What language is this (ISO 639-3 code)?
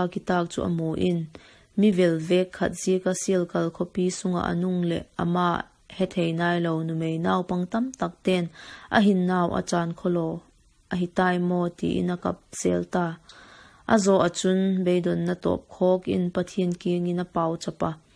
vap